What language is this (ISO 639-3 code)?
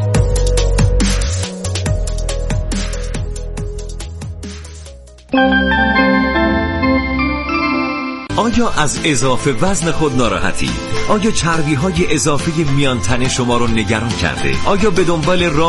fas